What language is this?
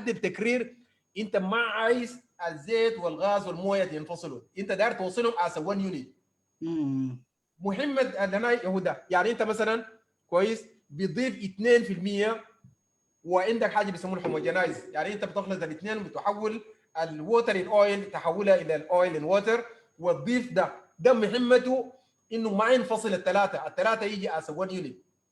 Sudanese Arabic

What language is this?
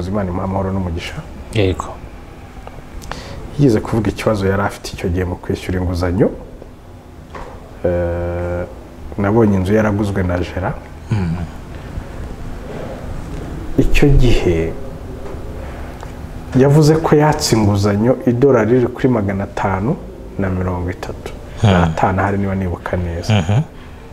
Kinyarwanda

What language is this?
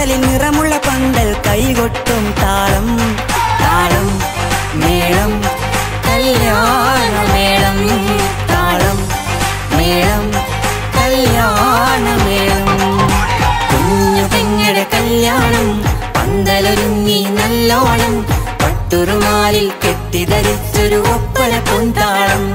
Malayalam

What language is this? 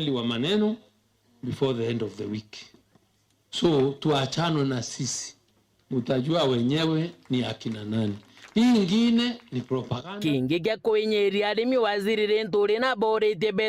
Meru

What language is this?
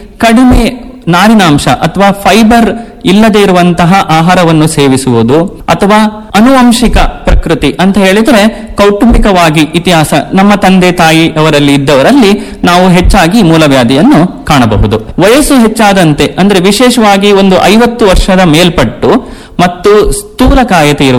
Kannada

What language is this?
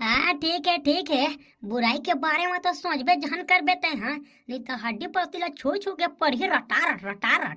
Chhattisgarhi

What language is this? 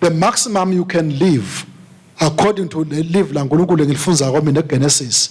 Swati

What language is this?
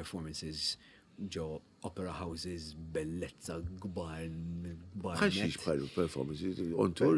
Maltese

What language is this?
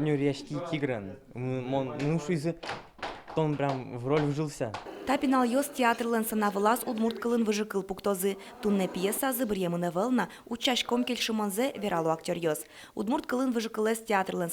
Udmurt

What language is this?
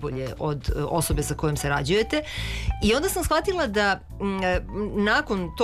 Serbian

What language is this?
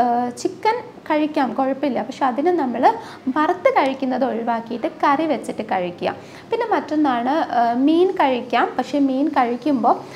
Malayalam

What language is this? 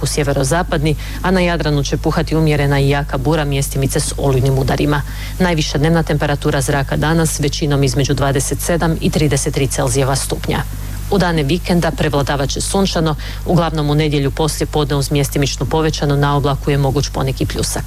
Croatian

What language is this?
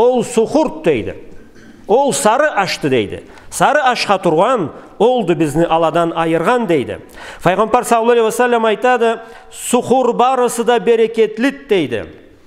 Karachay-Balkar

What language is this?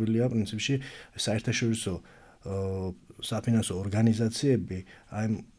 Georgian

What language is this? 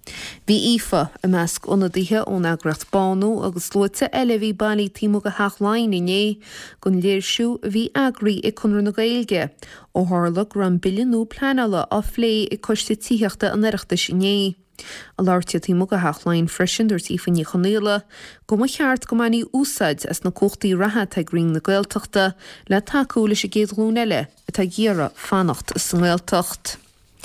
Irish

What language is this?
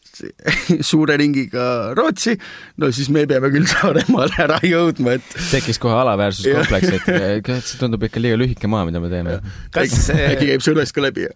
Estonian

